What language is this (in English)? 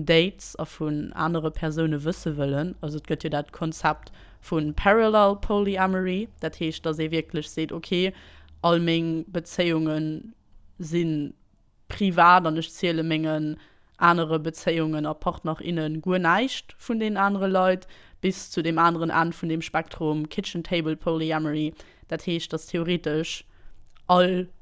Luxembourgish